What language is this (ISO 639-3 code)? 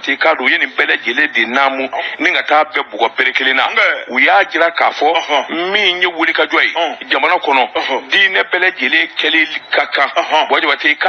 bam